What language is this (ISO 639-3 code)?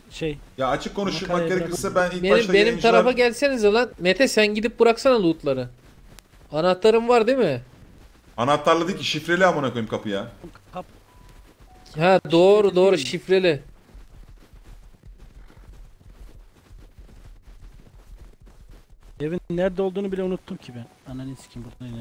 tur